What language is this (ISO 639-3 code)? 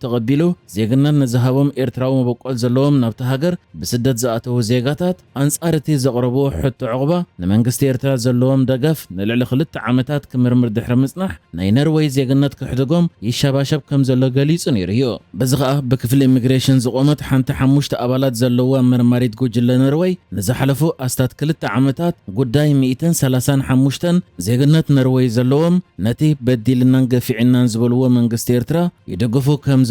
tir